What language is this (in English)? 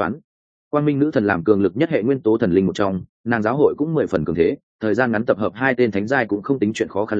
Vietnamese